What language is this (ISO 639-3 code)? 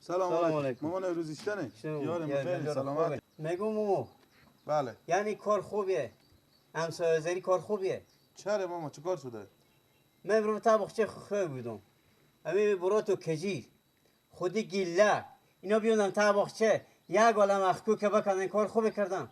fas